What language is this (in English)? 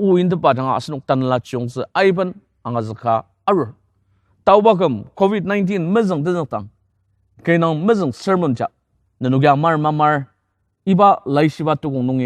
Ao Naga